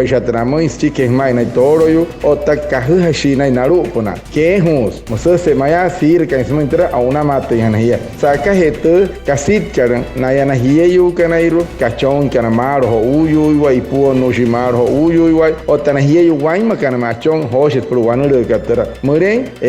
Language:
Wayuu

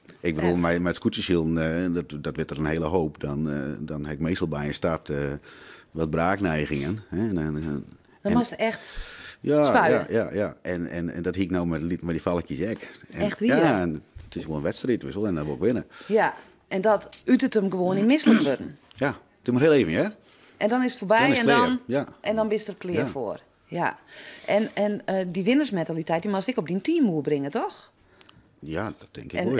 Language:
Western Frisian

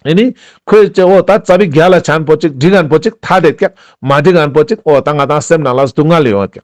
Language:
Ladakhi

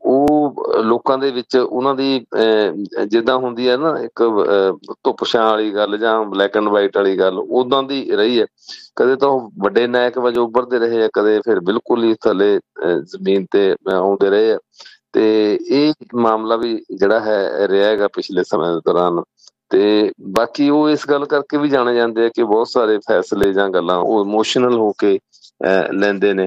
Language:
Punjabi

